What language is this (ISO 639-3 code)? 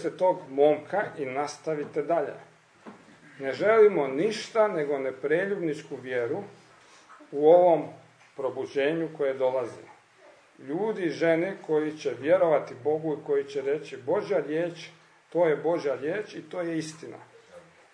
hrv